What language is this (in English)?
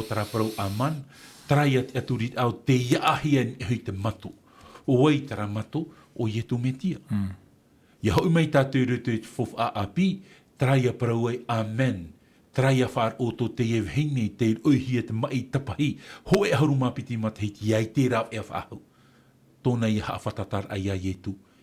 Tahitian